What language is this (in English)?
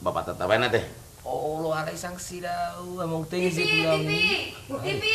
Batak Toba